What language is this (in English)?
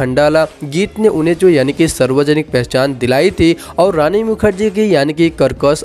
Hindi